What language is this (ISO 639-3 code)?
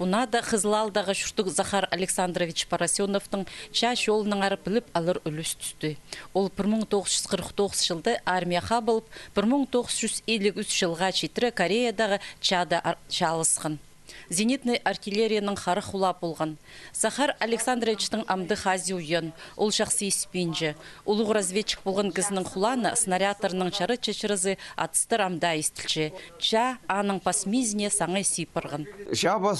kjh